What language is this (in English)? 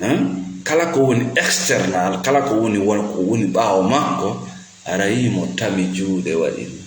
Fula